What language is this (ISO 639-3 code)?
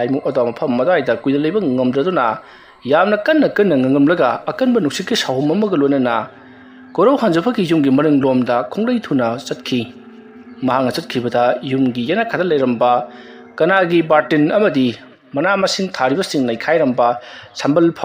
mni